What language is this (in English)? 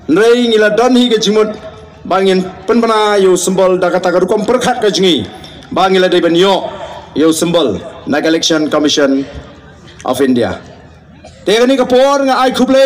Khasi